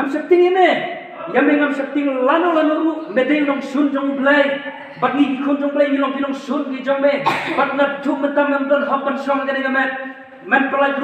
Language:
Khasi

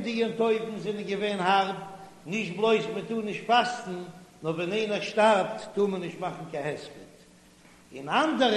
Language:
Yiddish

